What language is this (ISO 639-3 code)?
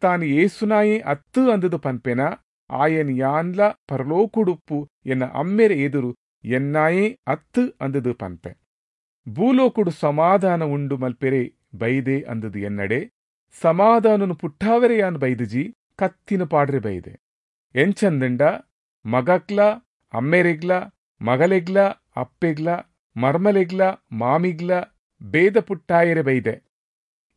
tcy